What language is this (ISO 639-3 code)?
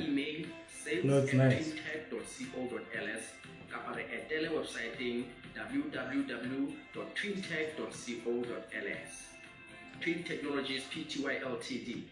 sot